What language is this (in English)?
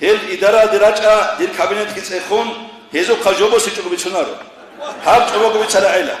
Avaric